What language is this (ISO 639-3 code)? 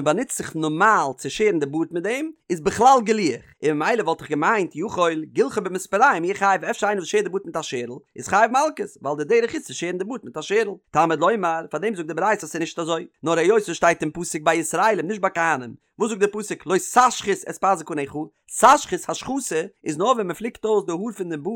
yid